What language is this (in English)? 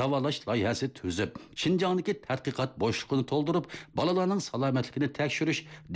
Uyghur